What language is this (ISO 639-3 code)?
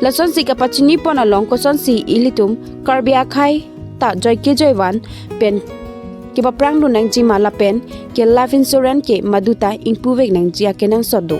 mjw